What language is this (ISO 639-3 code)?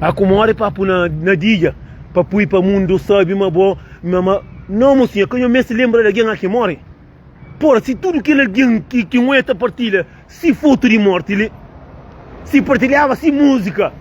kea